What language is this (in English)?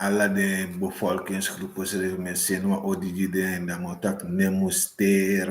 Sranan Tongo